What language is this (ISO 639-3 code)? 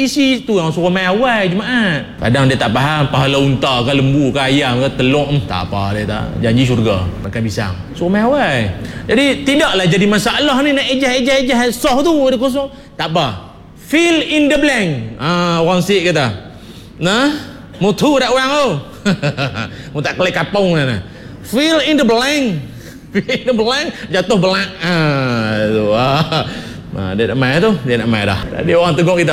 msa